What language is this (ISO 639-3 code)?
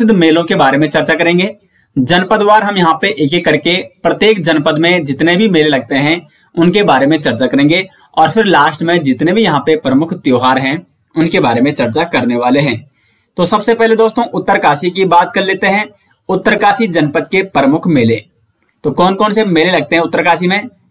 hin